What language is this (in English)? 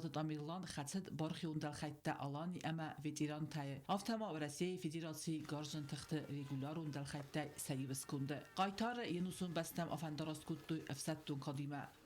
Ossetic